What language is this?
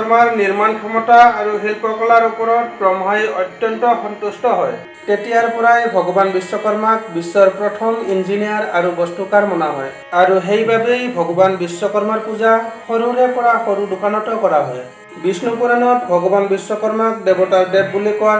Assamese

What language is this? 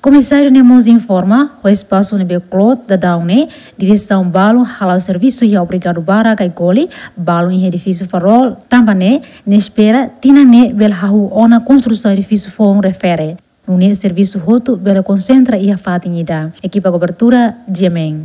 Tetum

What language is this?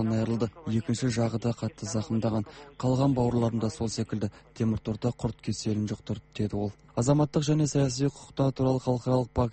Kazakh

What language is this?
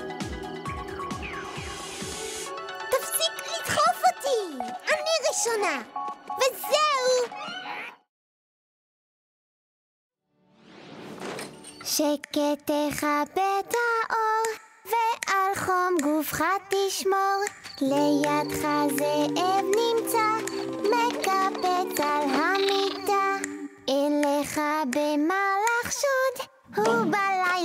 Hebrew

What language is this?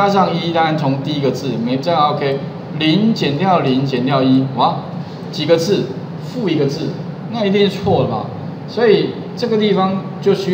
Chinese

